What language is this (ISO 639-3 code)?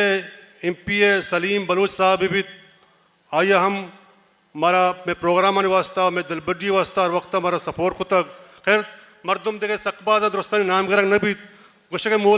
bal